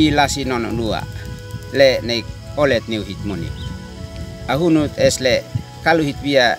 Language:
Uab Meto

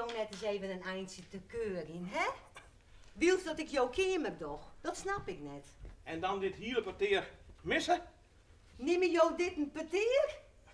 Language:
Western Frisian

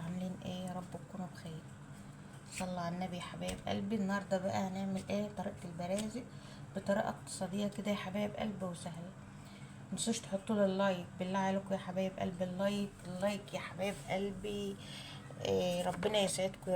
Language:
Egyptian Arabic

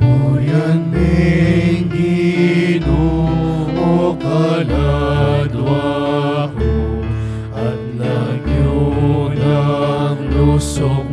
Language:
Pampanga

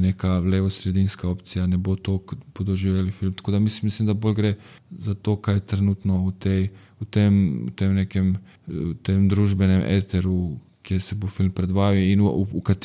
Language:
Slovenian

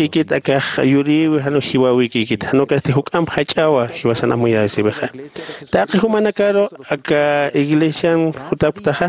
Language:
Aymara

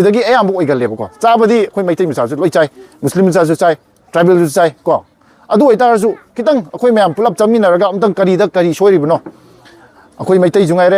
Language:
Manipuri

